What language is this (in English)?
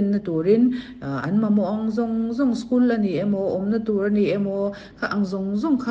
Mizo